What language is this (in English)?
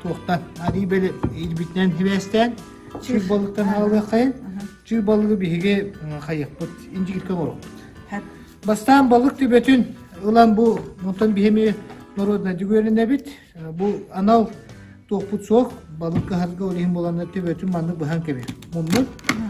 Yakut